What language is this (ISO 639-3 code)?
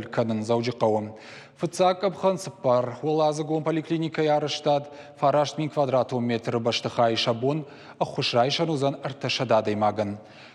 oss